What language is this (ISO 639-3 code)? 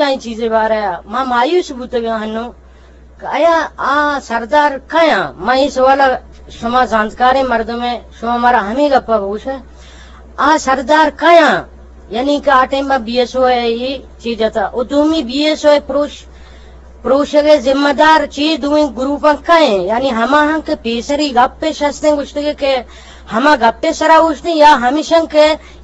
bgp